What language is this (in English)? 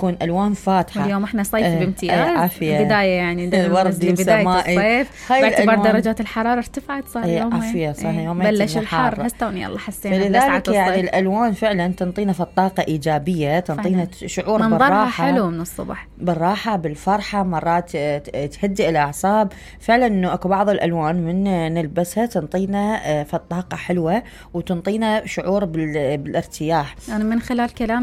Mesopotamian Arabic